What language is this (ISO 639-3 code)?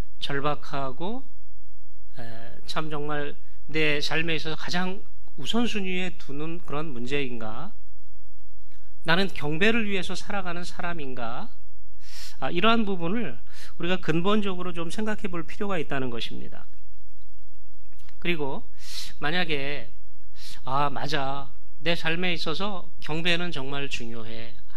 kor